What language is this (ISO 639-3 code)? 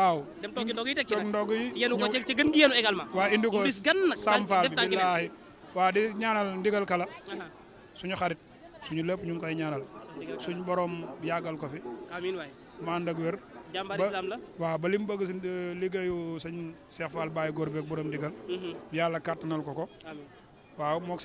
wol